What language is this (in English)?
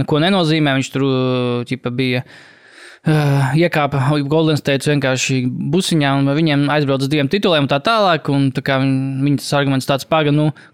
Latvian